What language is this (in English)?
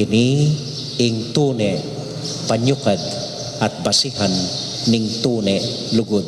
Pampanga